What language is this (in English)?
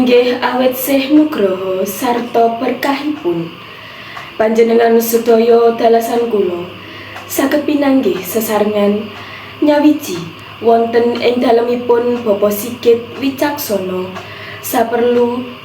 Javanese